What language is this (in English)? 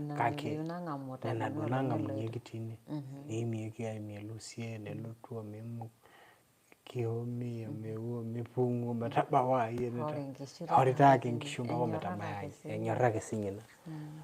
Masai